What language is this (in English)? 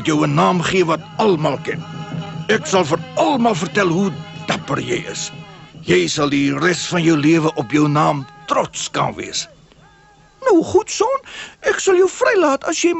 Afrikaans